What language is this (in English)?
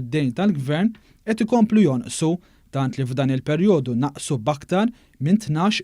Maltese